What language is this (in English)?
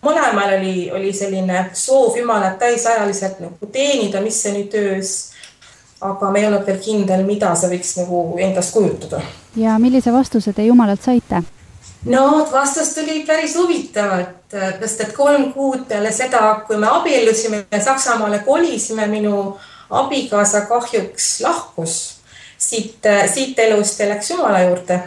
Estonian